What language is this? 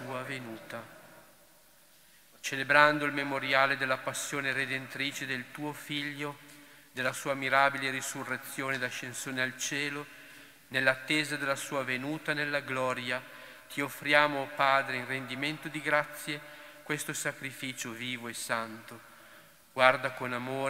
Italian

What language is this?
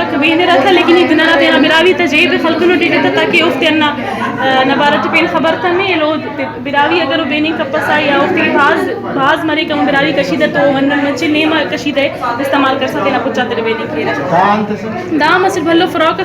Brahui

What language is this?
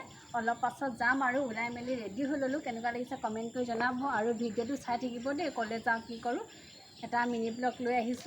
Assamese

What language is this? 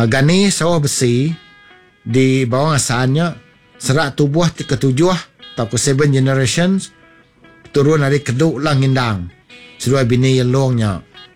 Iban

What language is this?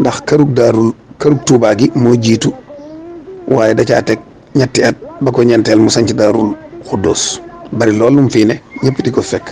Wolof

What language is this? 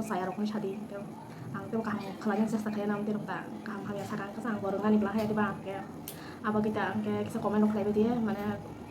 Kok Borok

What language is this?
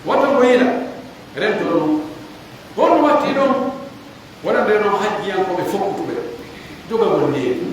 Pular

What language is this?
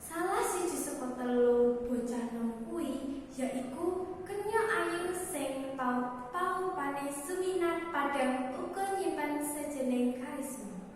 Javanese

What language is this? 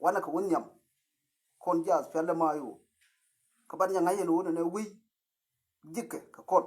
Nuer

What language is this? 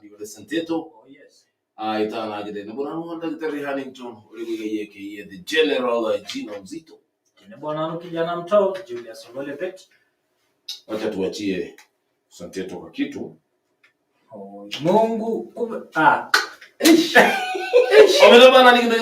Masai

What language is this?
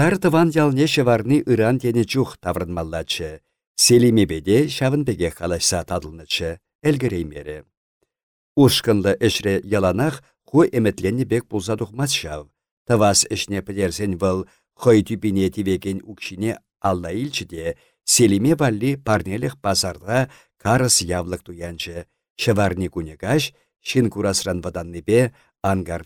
Chuvash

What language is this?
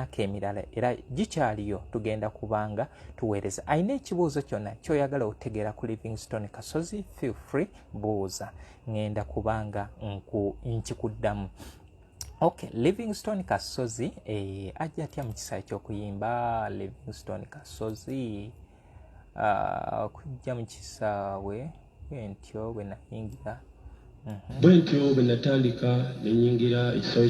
Ganda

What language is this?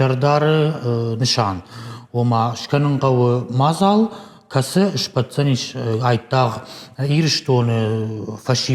Ossetic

